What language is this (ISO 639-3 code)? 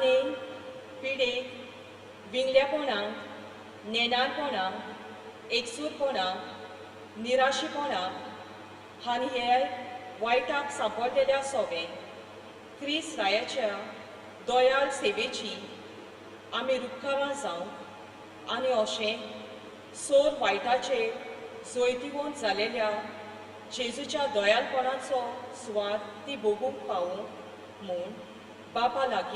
kok